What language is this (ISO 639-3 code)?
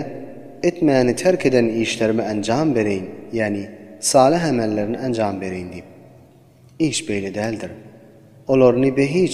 tuk